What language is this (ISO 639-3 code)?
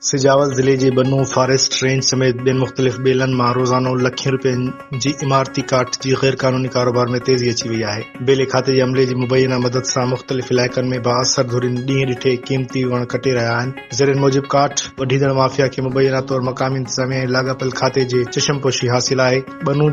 snd